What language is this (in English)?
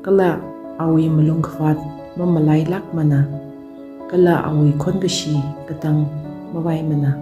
Tangkhul Naga (India)